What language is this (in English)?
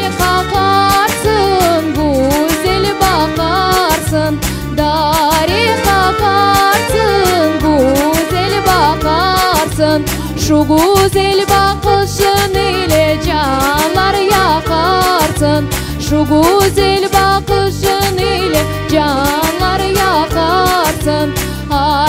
Crimean Tatar